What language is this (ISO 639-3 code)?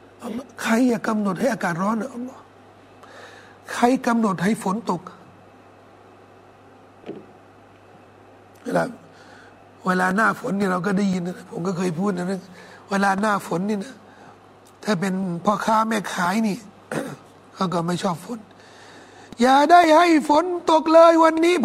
tha